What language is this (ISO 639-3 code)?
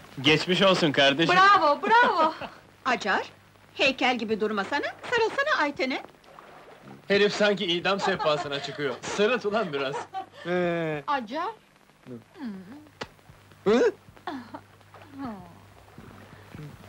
tur